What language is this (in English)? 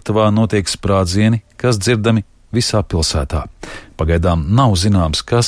Latvian